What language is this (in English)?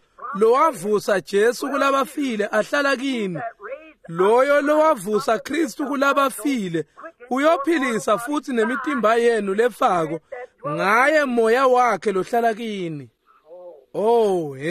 Swati